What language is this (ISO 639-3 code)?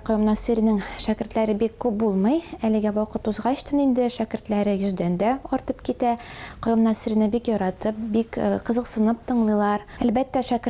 tat